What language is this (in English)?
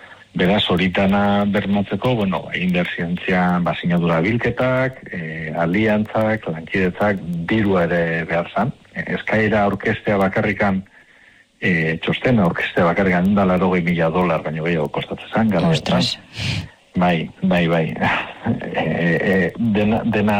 Basque